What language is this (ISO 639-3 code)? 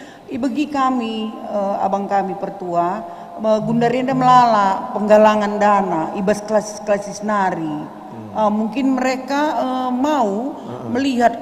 btx